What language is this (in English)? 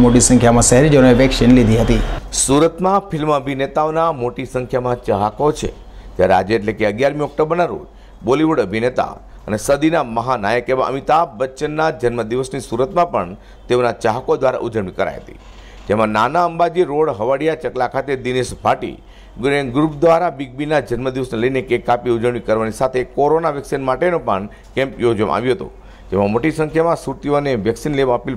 Gujarati